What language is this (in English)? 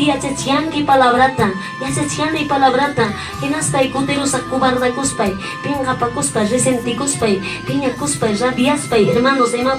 Ayacucho Quechua